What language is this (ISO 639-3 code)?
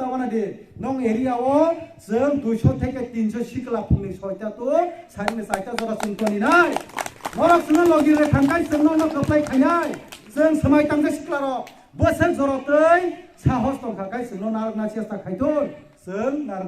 trp